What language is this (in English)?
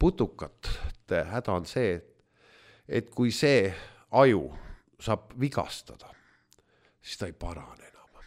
Estonian